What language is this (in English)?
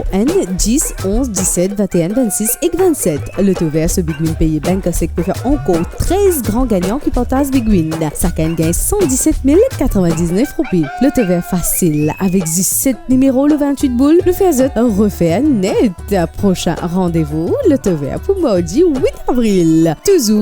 Morisyen